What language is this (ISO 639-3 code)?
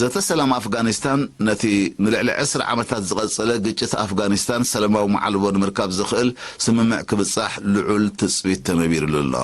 tir